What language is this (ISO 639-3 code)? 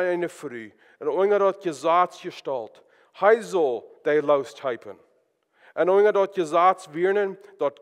pdt